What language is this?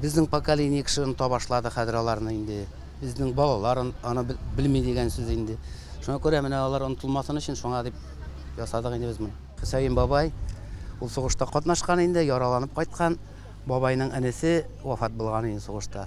Tatar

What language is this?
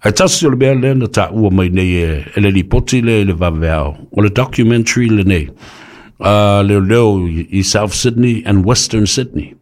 Samoan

